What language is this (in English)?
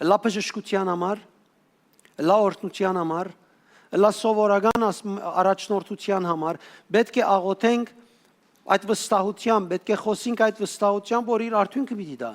Western Armenian